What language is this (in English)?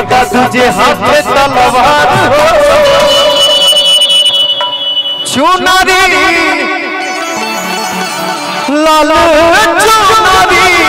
Bhojpuri